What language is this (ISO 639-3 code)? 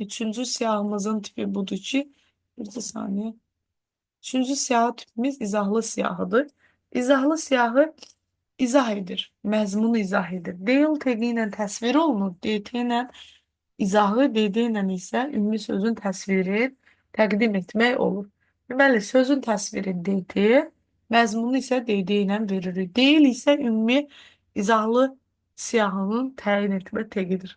aze